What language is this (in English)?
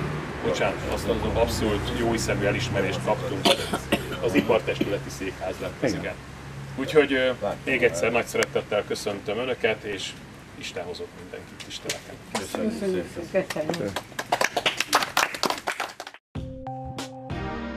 Hungarian